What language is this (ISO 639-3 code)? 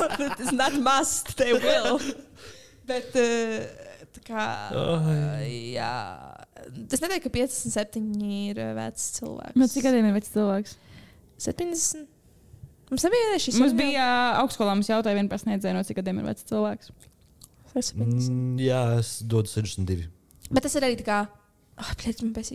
lav